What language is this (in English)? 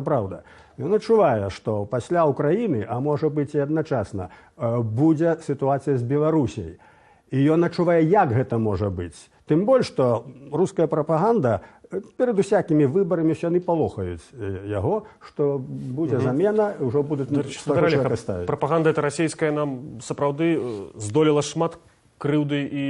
Belarusian